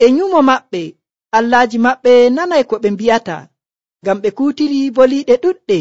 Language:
Nigerian Fulfulde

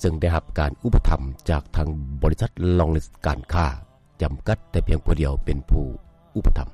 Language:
Lao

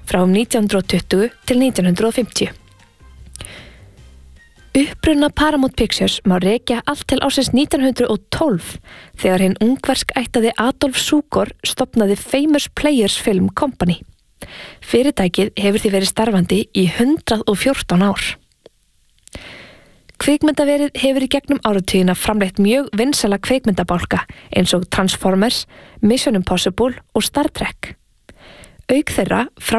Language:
Icelandic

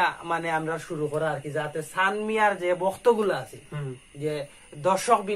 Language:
Sylheti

